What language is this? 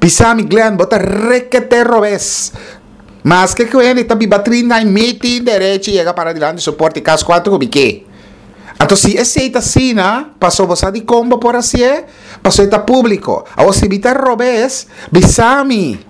Papiamento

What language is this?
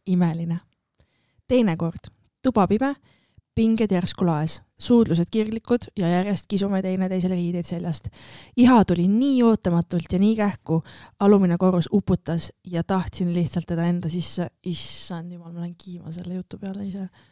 Estonian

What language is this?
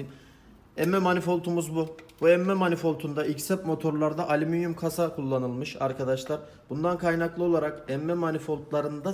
Turkish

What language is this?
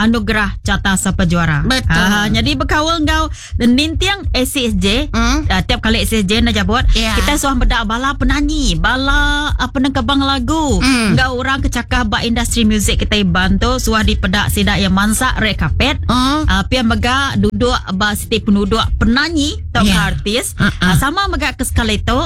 Iban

